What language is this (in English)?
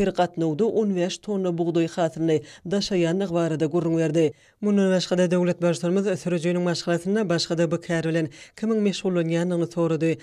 Turkmen